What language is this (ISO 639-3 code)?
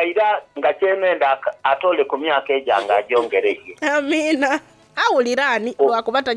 xog